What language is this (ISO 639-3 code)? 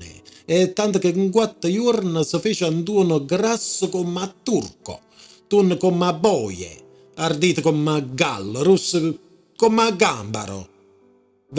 nap